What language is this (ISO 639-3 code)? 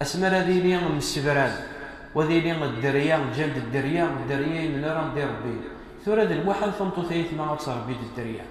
kab